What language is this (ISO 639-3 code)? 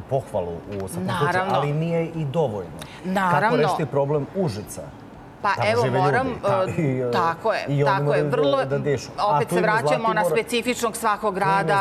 srp